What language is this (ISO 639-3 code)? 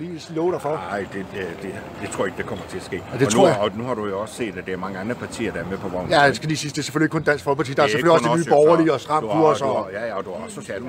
dan